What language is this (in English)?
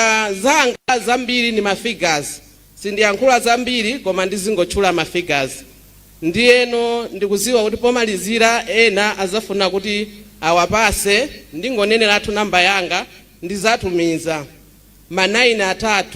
Nyanja